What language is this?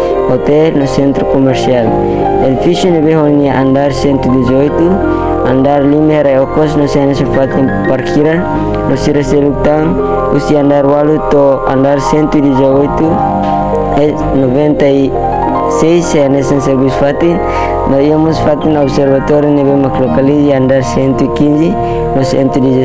Tetum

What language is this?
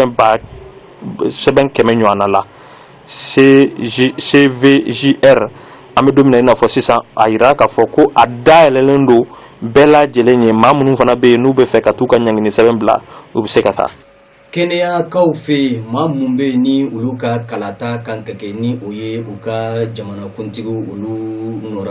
Bambara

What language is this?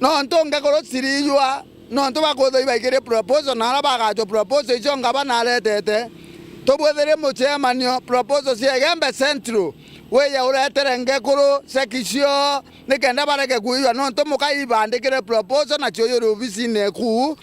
Meru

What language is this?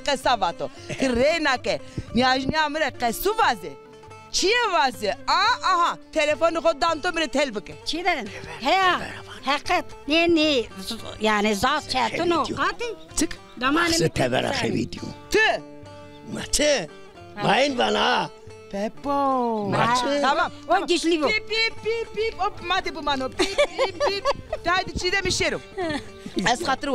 Zaza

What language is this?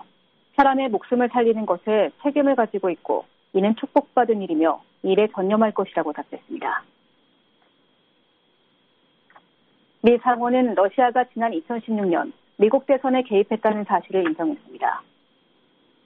Korean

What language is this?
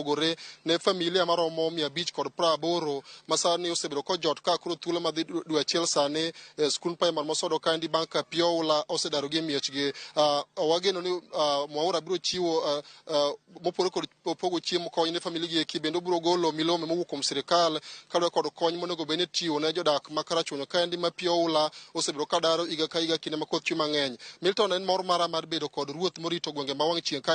Luo (Kenya and Tanzania)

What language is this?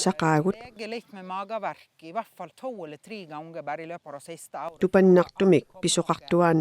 Kalaallisut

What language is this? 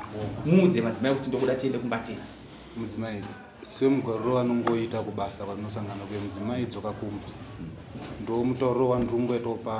Shona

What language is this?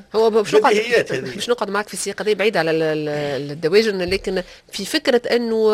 Tunisian Arabic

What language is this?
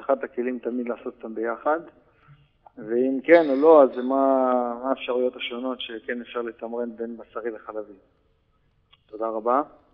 Hebrew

